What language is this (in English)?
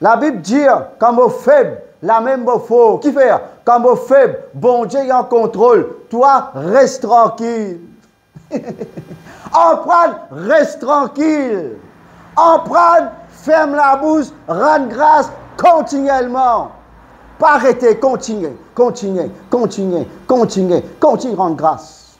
Morisyen